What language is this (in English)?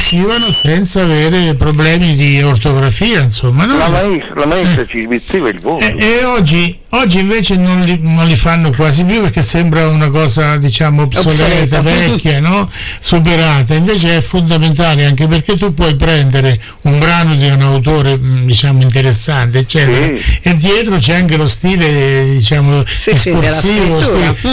Italian